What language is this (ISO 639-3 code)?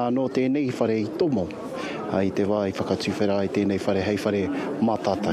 mri